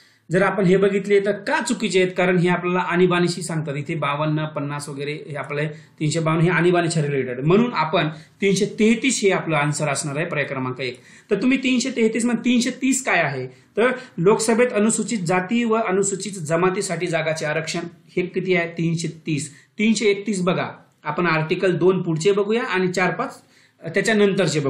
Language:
Marathi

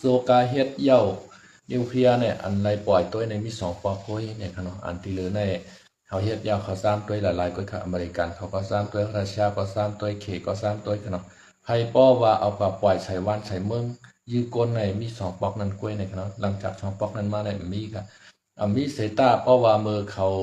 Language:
Shan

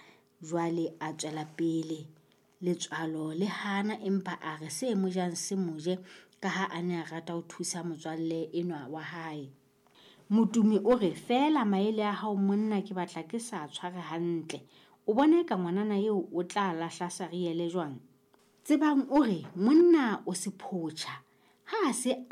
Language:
Southern Sotho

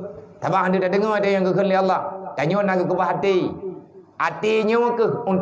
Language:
Achinese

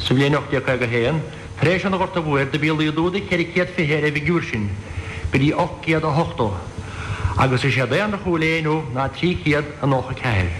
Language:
Irish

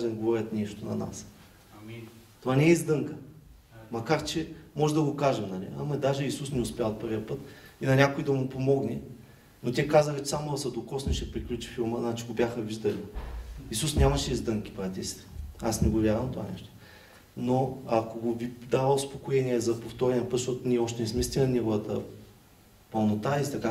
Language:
Bulgarian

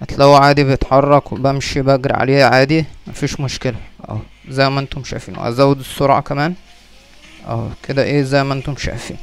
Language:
Egyptian Arabic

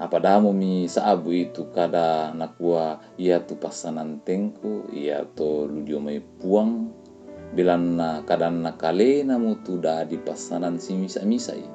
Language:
Toraja-Sa'dan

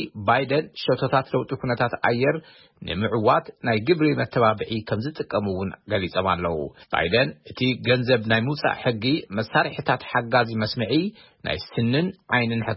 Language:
Tigrinya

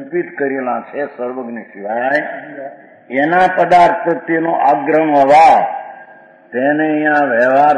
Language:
Gujarati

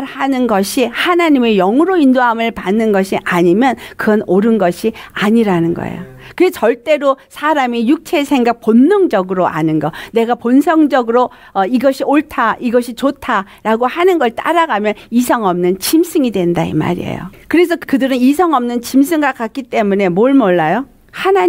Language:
Korean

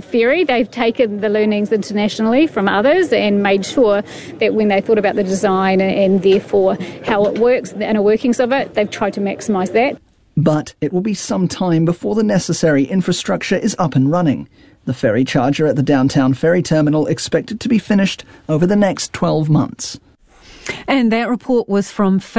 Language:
English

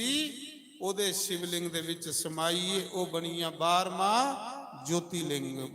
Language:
Dogri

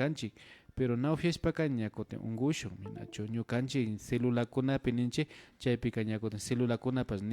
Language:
Imbabura Highland Quichua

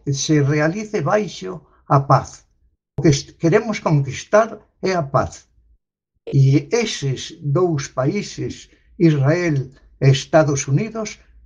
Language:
Galician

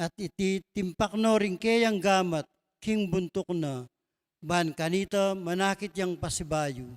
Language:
Pampanga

